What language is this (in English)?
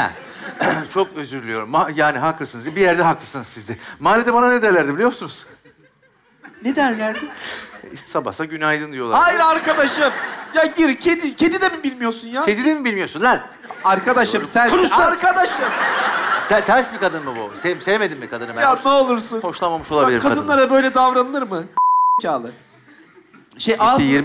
Turkish